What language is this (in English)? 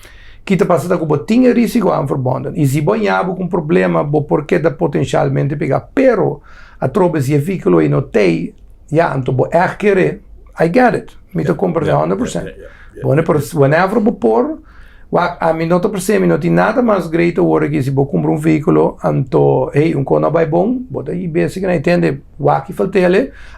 Papiamento